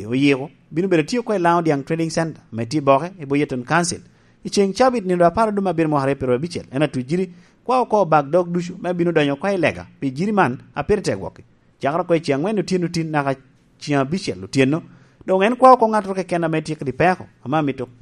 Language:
Lango (Uganda)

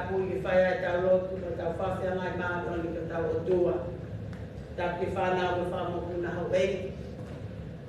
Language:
Tongan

